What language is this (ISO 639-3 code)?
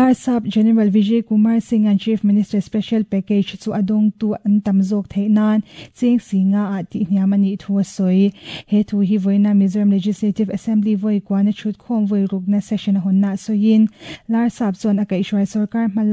lus